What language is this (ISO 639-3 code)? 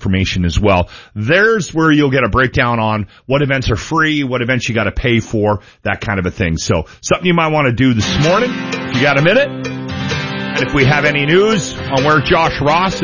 eng